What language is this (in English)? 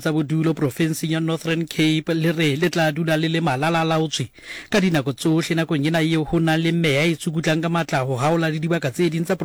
Southern Sotho